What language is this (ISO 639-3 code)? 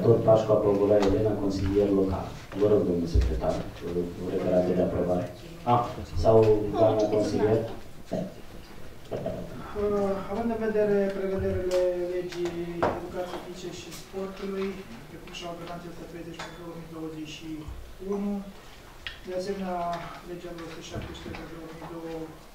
ron